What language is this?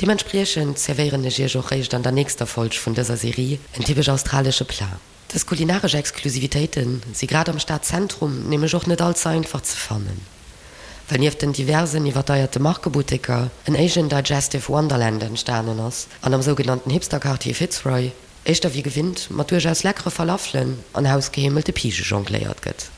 Luxembourgish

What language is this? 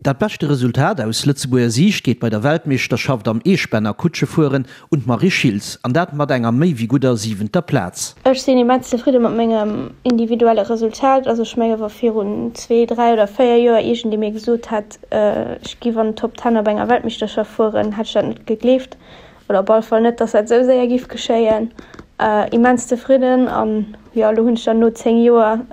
Luxembourgish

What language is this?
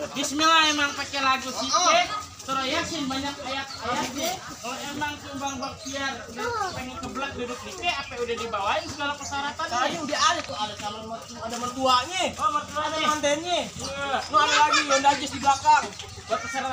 Betawi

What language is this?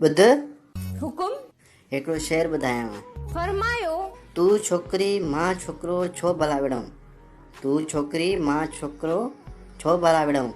Sindhi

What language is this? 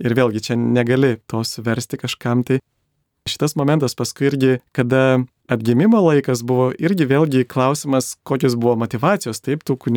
Lithuanian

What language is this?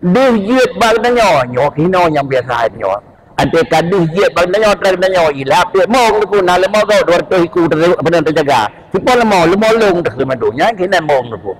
Achinese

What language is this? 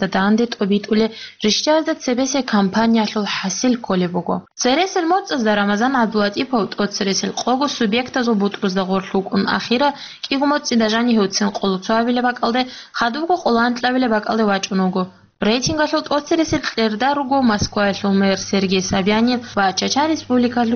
Avaric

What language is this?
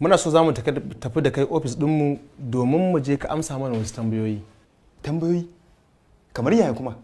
Hausa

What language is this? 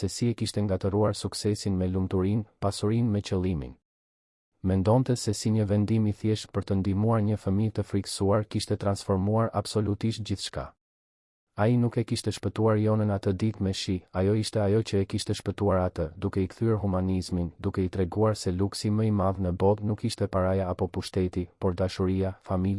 Albanian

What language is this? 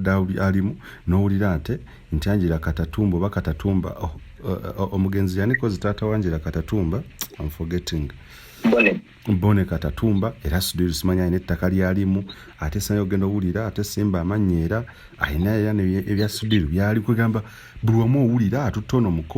Ganda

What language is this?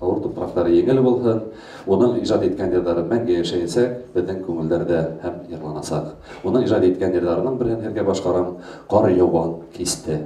Bashkir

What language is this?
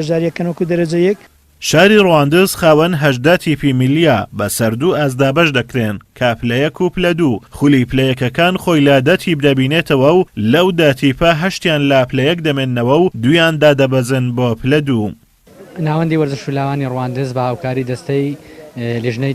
Central Kurdish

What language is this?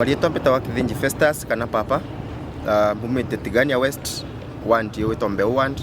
Meru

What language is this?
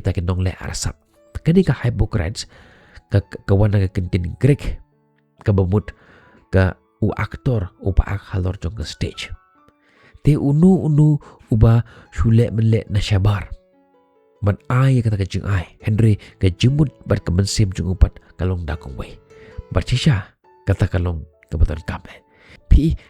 Khasi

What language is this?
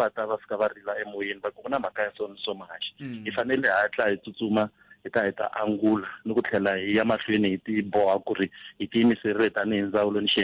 Tsonga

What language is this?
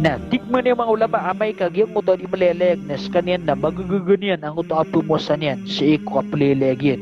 Maranao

